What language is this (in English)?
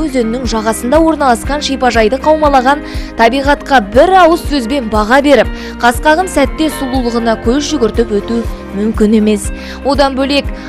Kazakh